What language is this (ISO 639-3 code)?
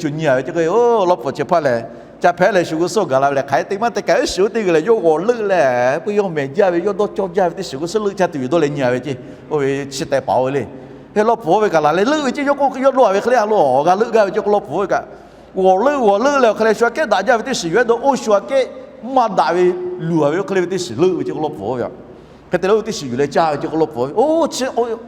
lhu